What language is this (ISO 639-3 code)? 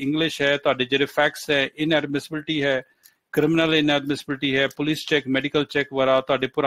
pan